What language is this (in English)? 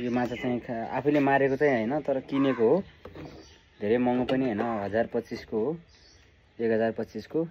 Nepali